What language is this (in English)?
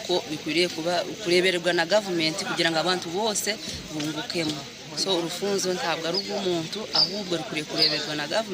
Nyankole